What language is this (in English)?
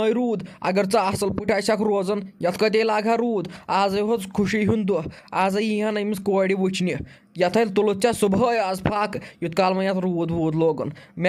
Kashmiri